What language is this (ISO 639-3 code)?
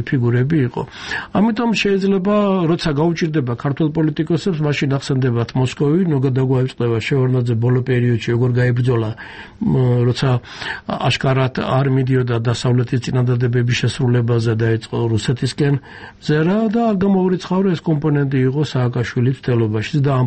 kat